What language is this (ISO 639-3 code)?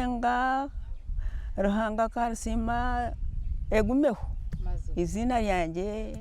nyn